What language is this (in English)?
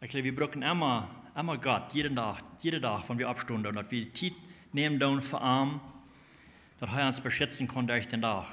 Plautdietsch